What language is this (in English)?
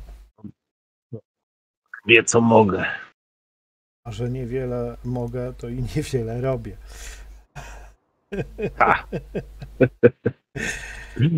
Polish